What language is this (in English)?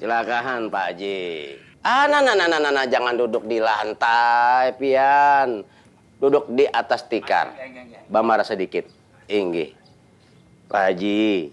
Banjar